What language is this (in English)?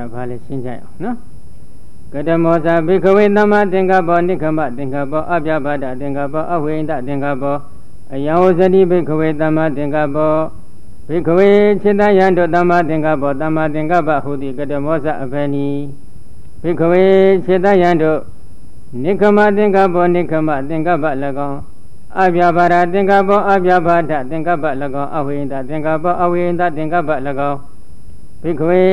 Burmese